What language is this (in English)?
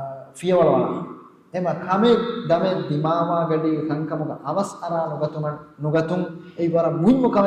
Divehi